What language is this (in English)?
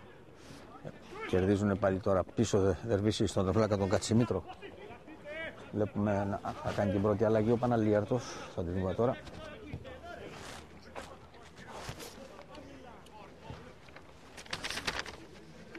Greek